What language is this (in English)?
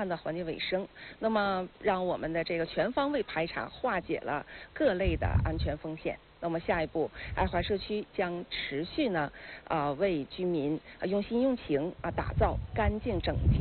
Chinese